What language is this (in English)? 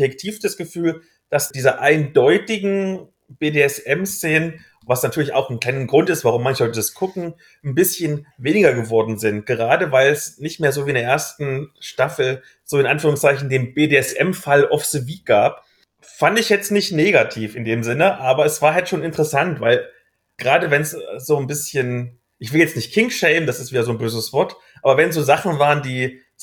German